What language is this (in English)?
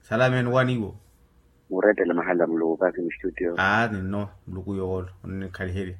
Makhuwa